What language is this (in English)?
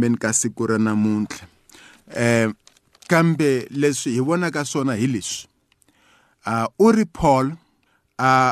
Tsonga